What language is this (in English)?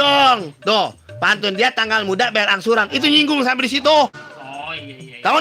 Betawi